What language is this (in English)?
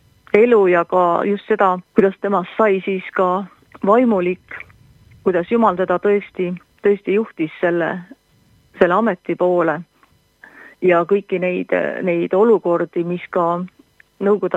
Estonian